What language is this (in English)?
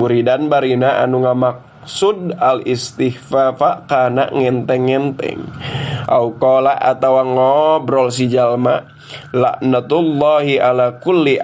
Sundanese